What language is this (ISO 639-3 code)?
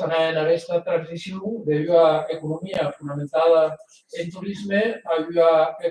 oci